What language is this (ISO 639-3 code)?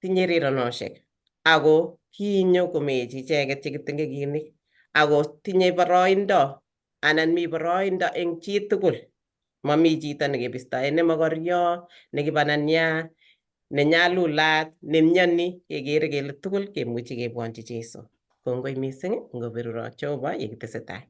kln